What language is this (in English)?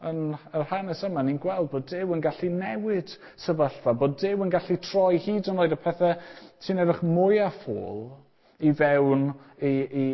Welsh